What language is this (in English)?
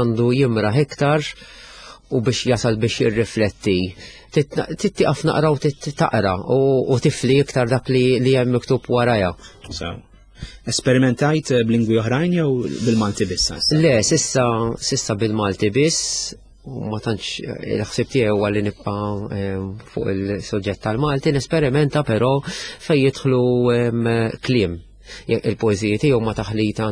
Maltese